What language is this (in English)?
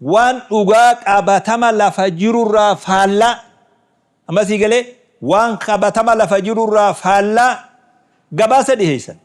Oromo